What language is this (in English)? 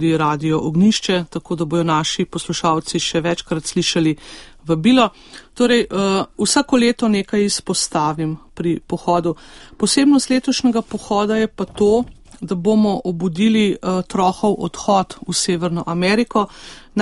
Slovenian